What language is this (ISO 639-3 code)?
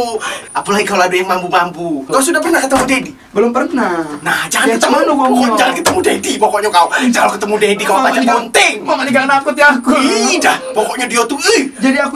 mui